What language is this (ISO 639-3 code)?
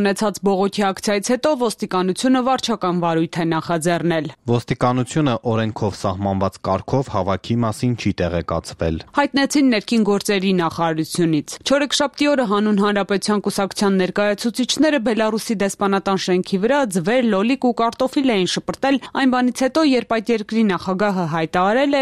hye